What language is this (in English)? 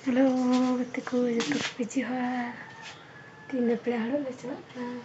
Santali